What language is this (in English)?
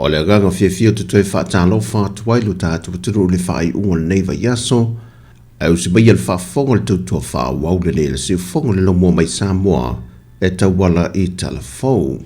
Samoan